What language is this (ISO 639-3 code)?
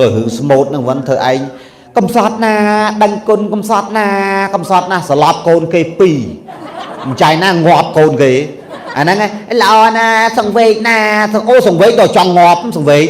khm